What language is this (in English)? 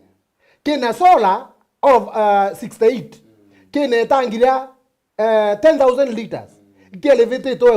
Meru